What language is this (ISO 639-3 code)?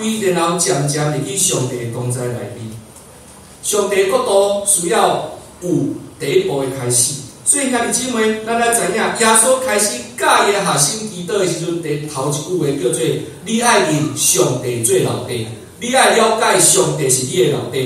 nan